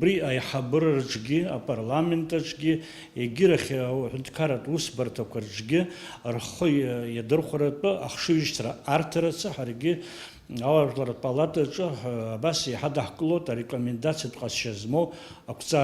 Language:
Abkhazian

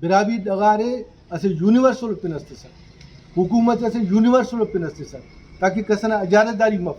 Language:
Brahui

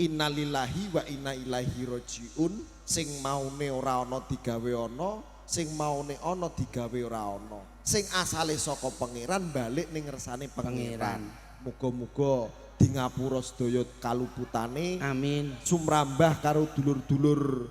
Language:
Javanese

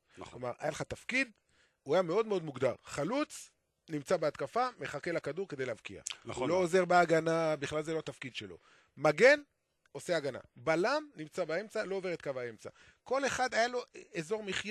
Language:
Hebrew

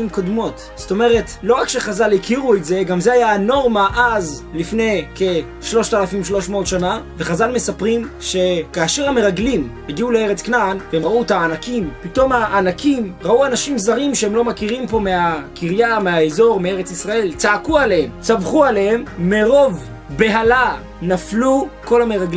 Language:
Hebrew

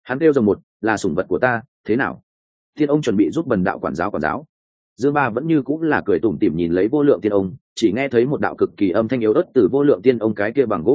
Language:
Vietnamese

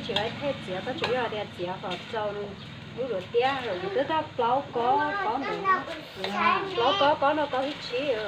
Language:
Hmong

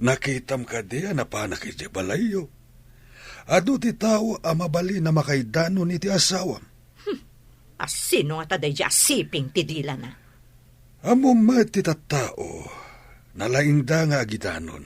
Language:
Iloko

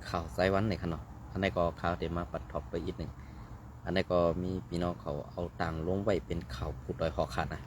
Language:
Shan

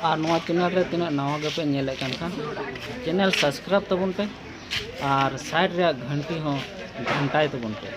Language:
Santali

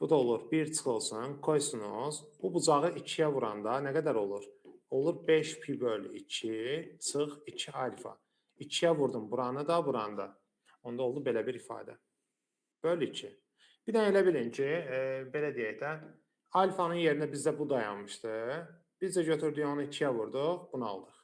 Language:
Azerbaijani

